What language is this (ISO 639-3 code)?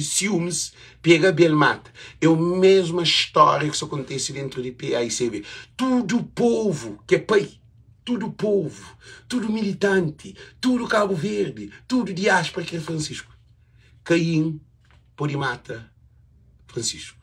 kea